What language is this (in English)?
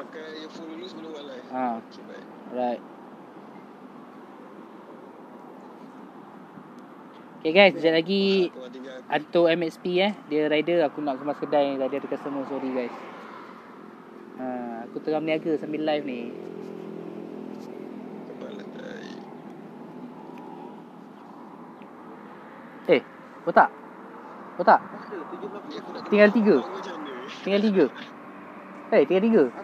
Malay